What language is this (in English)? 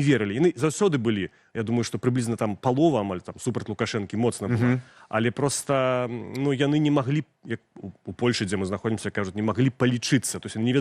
Belarusian